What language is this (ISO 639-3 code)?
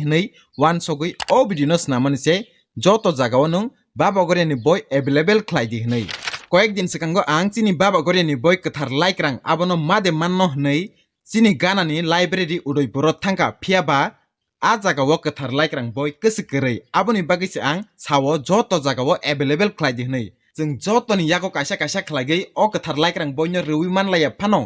trp